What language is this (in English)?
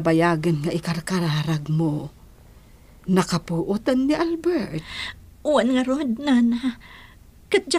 Iloko